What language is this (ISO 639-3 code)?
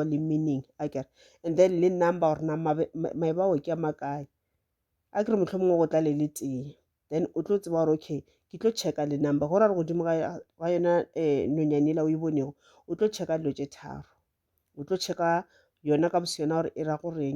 nso